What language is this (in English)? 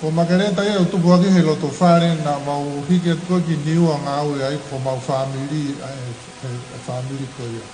Tongan